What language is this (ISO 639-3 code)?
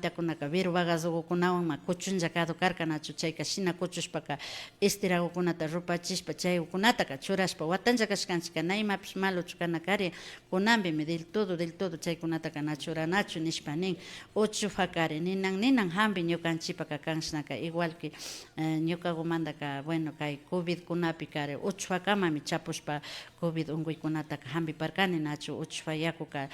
qvi